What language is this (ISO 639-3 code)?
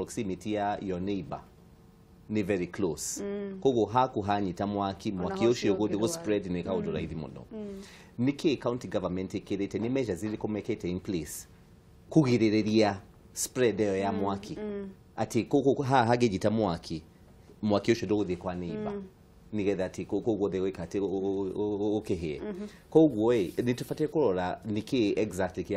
kik